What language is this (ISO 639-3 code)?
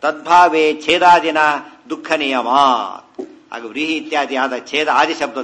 kan